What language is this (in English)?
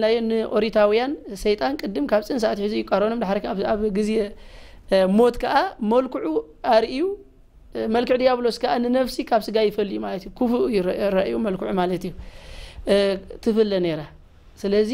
Tigrinya